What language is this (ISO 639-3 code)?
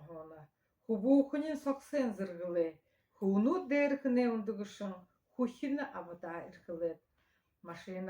bua